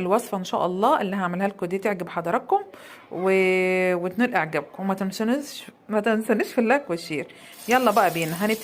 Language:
Egyptian Arabic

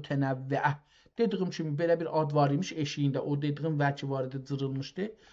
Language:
South Azerbaijani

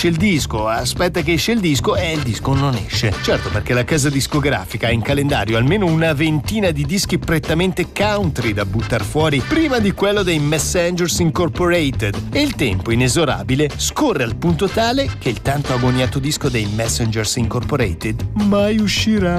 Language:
Italian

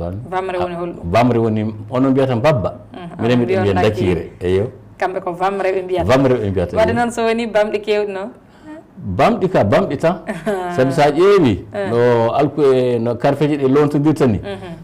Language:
Fula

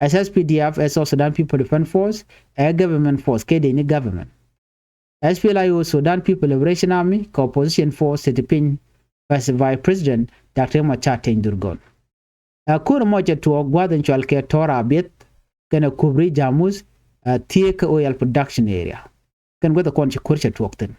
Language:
Nuer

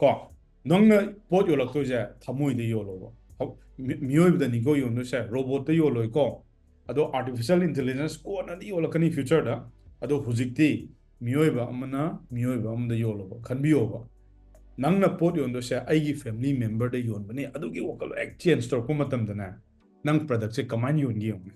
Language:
Manipuri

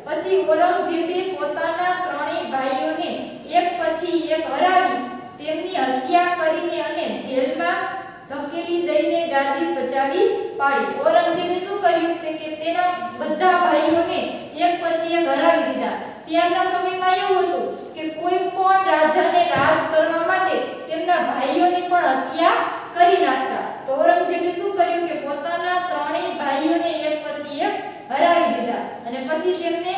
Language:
Gujarati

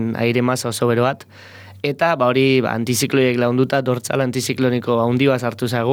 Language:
Basque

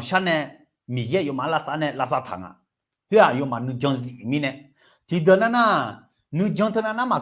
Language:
Akha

